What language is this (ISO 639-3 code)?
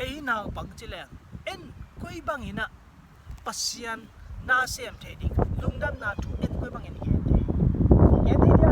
ctd